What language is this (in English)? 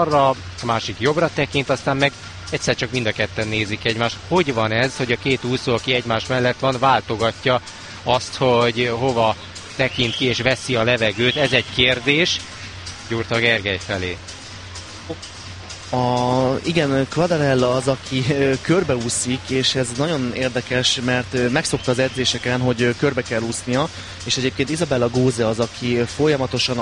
Hungarian